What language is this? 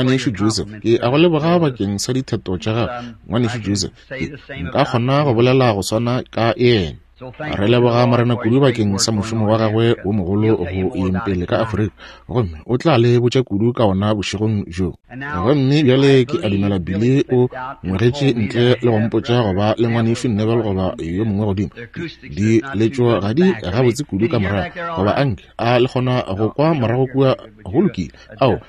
Northern Sotho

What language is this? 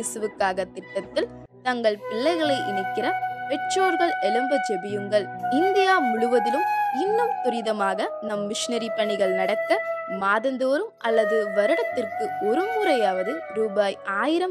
Tamil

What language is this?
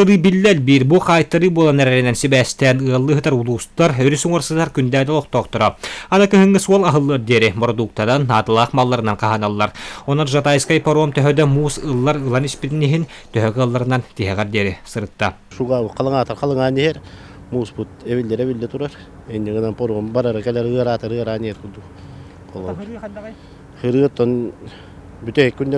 Yakut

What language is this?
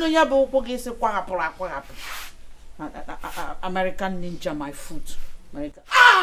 Igbo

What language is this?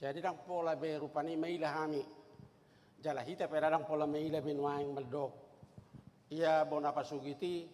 Batak Toba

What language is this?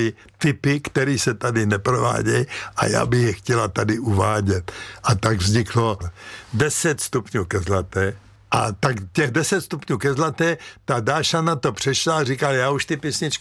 Czech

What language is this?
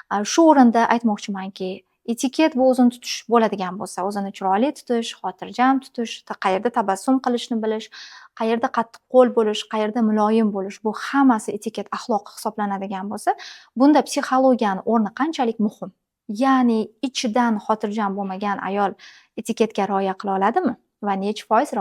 Uzbek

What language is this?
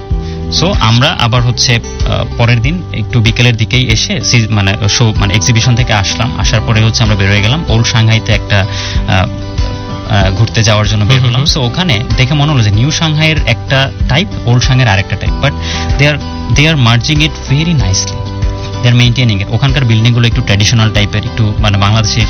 Bangla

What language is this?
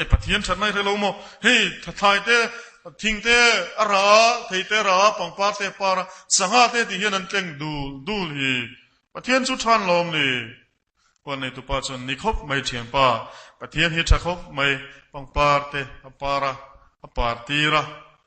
Mizo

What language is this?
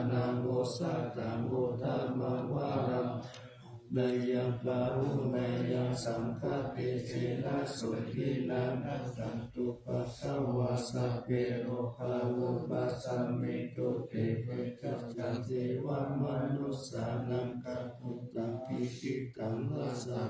Pali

